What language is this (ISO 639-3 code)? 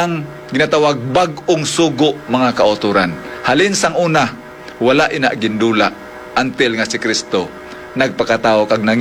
hil